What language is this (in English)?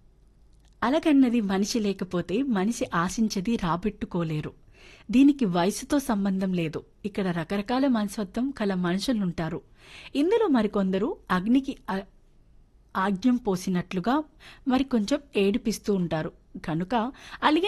Telugu